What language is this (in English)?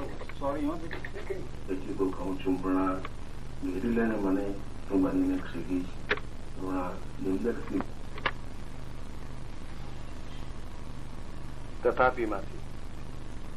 Gujarati